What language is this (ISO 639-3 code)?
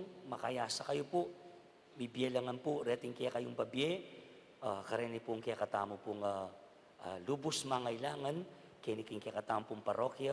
pam